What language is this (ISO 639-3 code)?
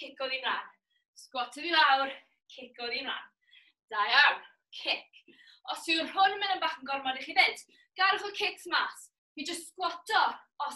cym